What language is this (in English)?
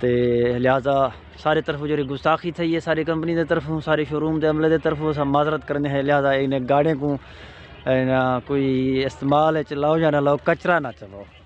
Saraiki